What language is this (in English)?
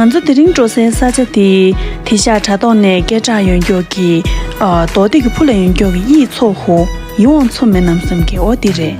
Tibetan